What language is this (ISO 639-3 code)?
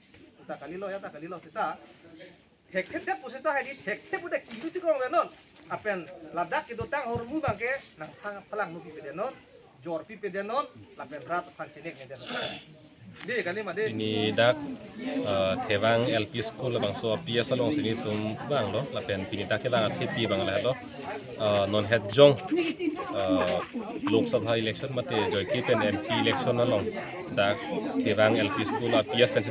mjw